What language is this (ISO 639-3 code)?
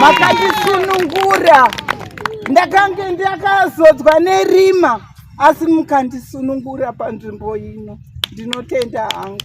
sna